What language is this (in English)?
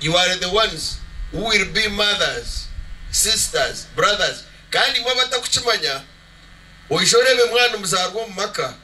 Nyankole